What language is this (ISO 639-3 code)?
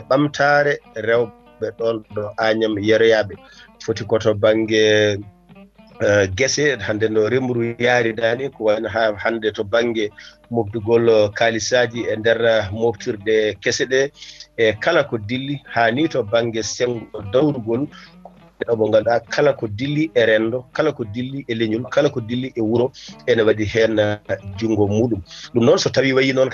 ful